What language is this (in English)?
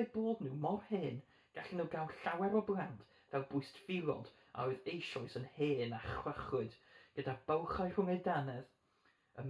Welsh